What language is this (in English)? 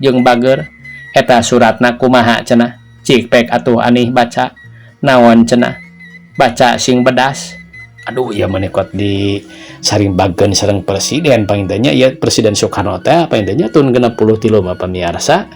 Sundanese